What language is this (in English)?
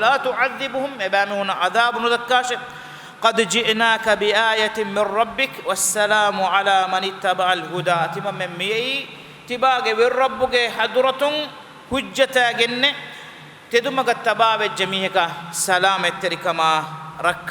Divehi